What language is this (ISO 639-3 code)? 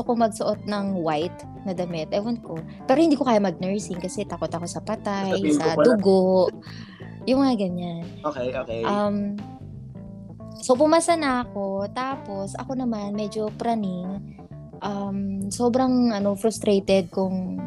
fil